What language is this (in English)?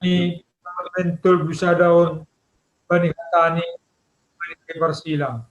Batak Simalungun